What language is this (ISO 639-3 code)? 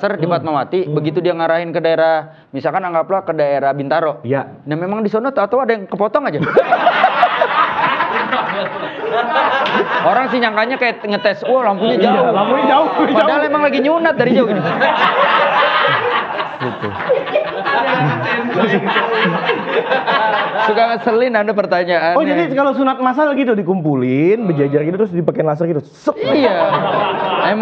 ind